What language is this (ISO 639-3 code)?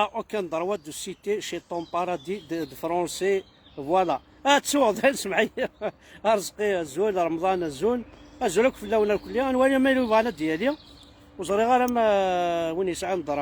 kab